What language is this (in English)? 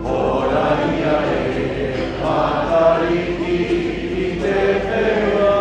Māori